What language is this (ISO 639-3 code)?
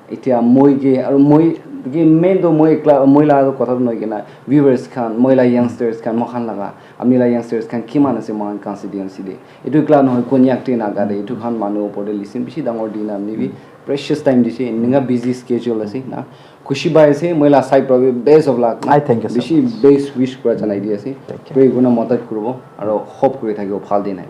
nag